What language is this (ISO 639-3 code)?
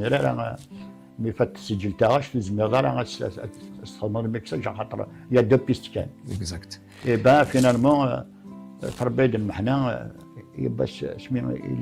kab